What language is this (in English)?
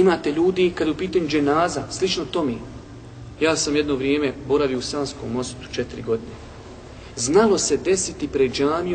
Bosnian